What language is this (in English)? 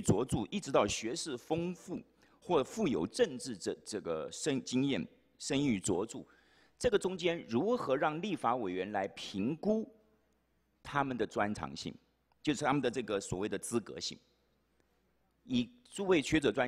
Chinese